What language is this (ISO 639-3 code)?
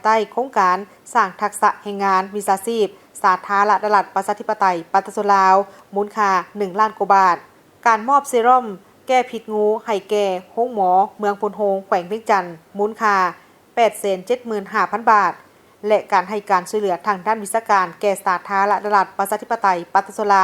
lao